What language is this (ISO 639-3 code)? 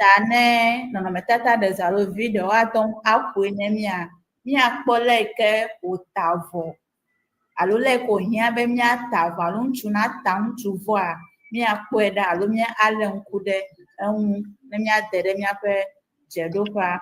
ewe